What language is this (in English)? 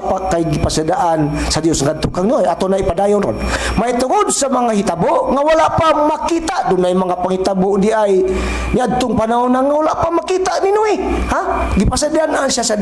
Cebuano